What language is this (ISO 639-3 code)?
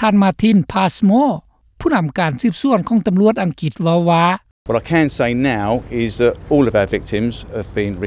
lao